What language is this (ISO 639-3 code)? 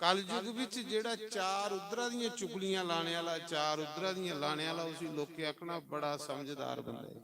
doi